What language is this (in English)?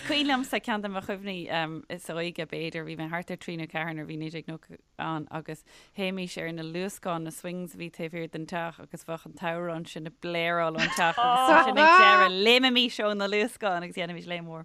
Irish